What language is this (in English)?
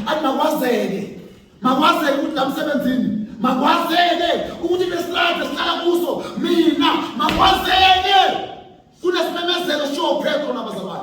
Zulu